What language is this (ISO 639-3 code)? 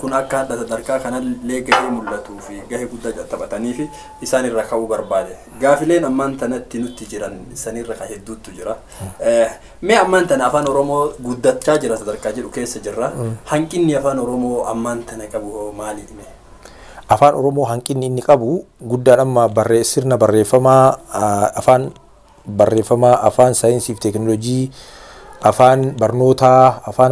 orm